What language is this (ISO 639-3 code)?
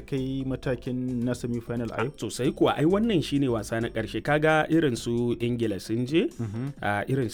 hau